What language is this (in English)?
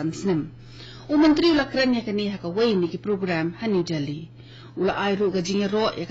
Khasi